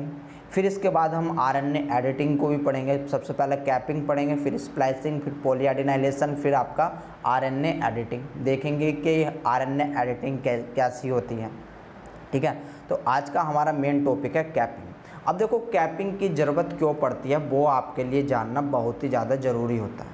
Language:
Hindi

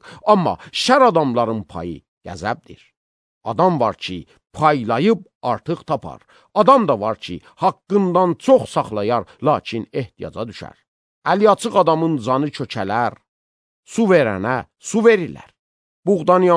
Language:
Azerbaijani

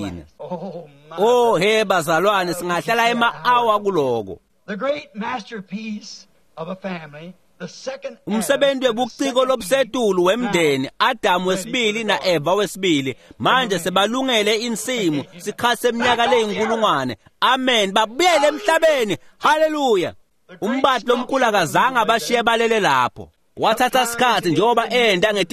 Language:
Swati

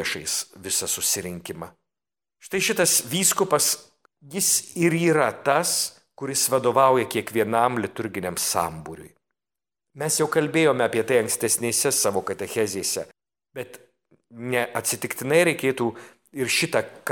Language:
Lithuanian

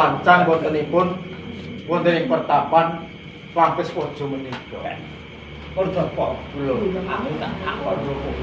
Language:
Javanese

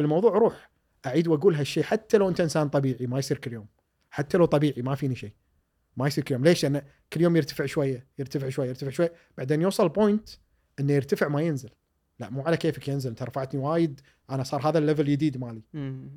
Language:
Gulf Arabic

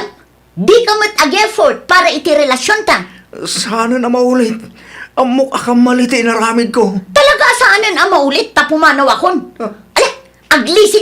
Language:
Iloko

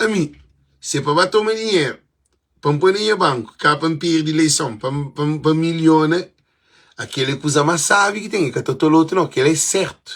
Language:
Kabuverdianu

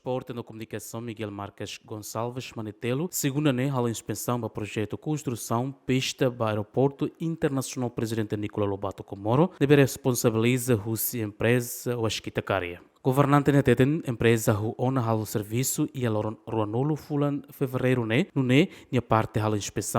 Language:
Tetum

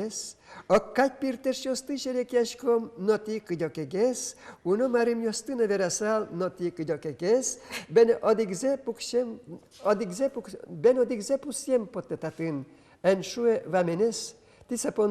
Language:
Udmurt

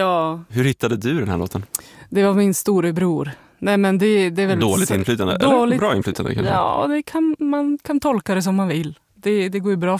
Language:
Swedish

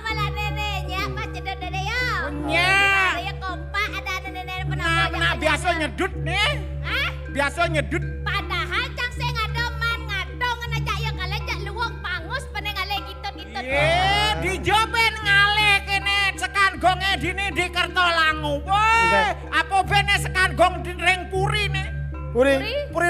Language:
Balinese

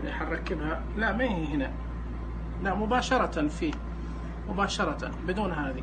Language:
Najdi Arabic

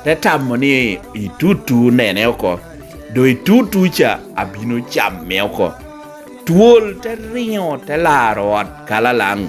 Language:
Lango (Uganda)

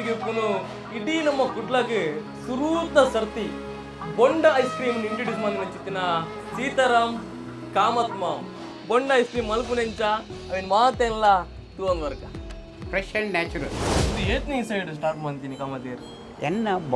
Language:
Tulu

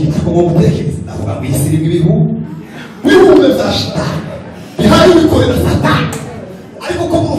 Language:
Kinyarwanda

